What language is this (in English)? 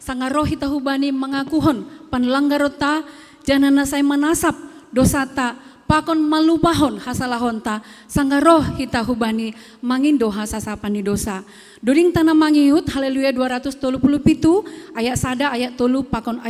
Batak Simalungun